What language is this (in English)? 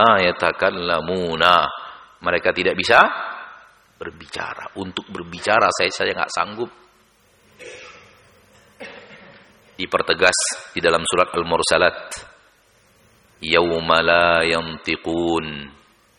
Indonesian